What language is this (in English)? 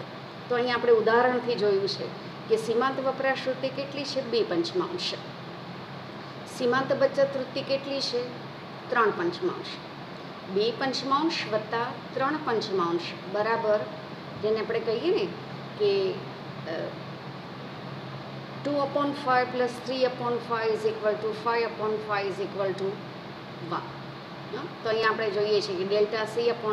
Gujarati